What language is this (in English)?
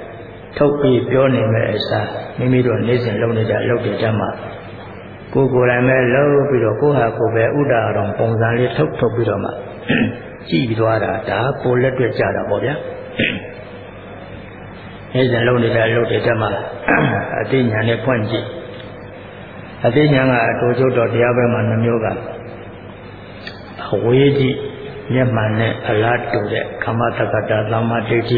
Burmese